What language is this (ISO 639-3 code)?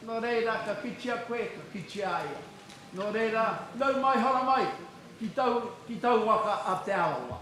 mri